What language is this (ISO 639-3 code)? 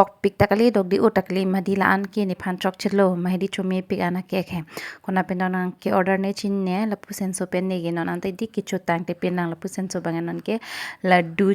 mjw